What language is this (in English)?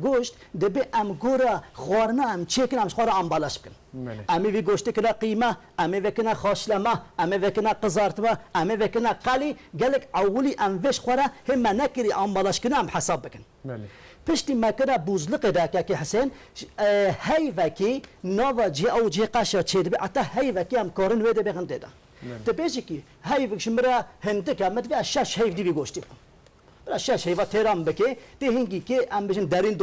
Kurdish